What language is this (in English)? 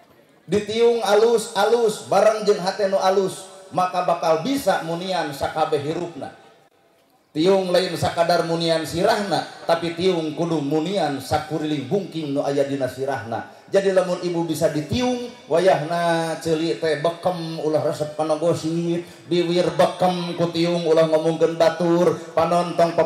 Sundanese